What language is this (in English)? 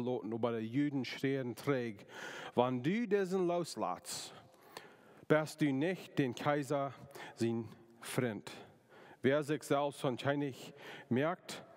Plautdietsch